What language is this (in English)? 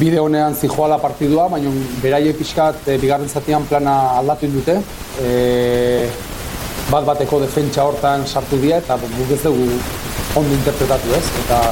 Basque